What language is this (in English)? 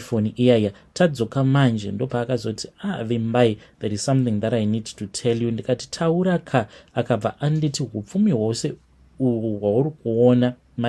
Shona